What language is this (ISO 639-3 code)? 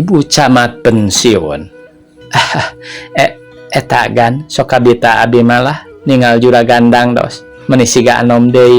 sun